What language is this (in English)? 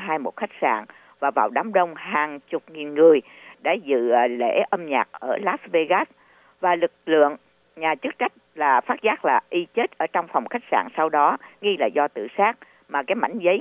Vietnamese